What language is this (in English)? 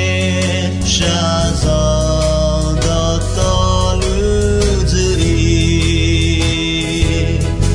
Akha